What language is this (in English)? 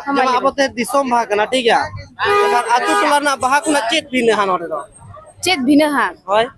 Santali